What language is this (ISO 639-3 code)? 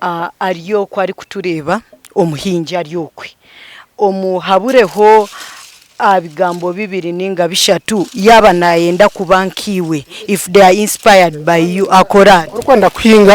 nyn